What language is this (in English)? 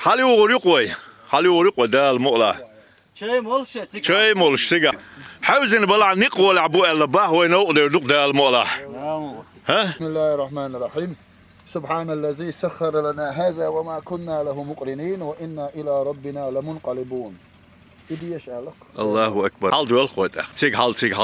Chechen